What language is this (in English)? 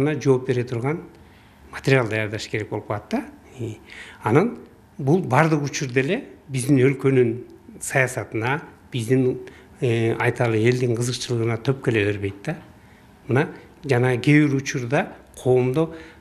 Kyrgyz